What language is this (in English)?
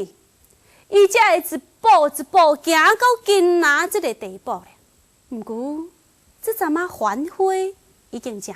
Min Nan Chinese